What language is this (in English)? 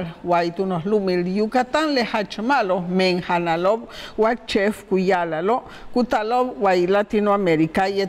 Yucateco